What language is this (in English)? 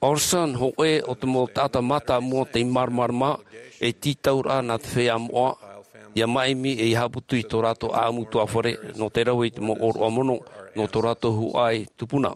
Tahitian